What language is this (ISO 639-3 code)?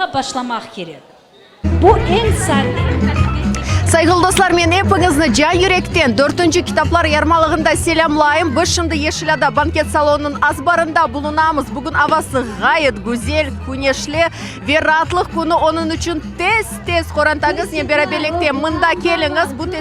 crh